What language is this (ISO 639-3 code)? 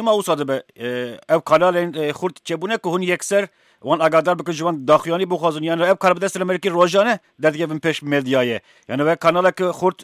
kur